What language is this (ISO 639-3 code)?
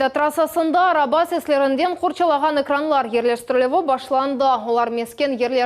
crh